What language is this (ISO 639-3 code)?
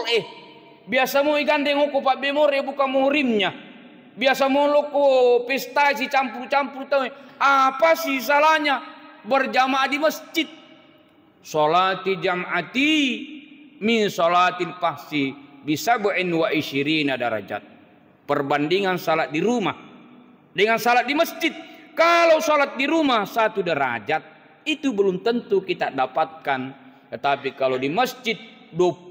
bug